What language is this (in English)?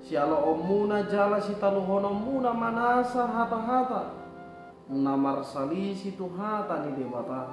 Batak Toba